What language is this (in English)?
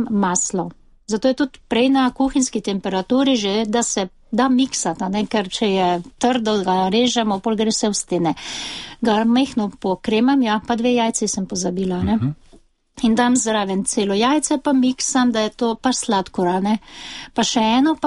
Slovenian